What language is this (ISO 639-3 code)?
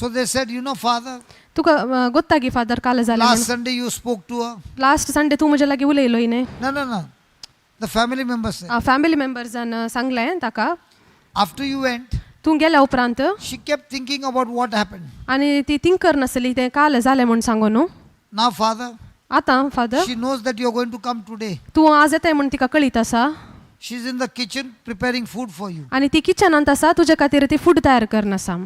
kok